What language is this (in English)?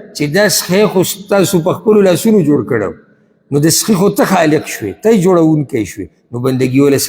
Pashto